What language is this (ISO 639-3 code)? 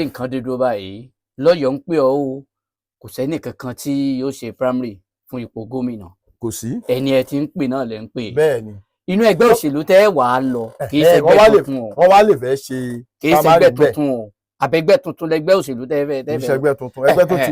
yor